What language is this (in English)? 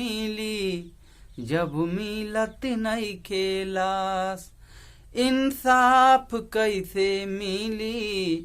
Bhojpuri